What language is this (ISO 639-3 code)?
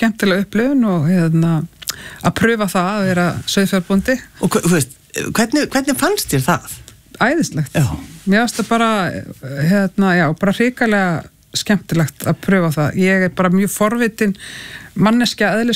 isl